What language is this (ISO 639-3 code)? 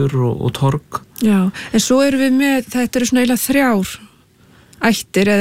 isl